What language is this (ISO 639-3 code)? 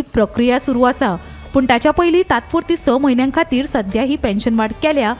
kok